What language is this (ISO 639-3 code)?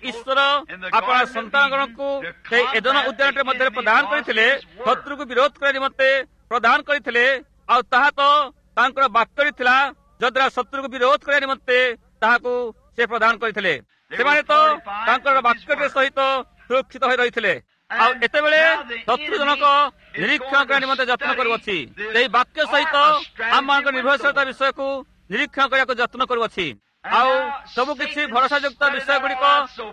ori